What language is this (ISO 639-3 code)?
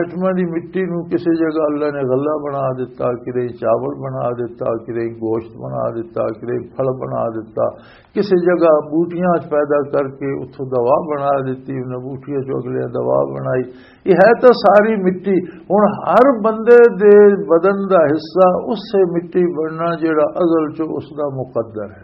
lah